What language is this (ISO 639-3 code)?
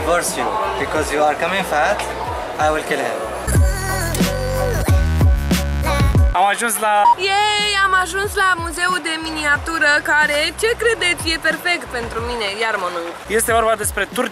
ron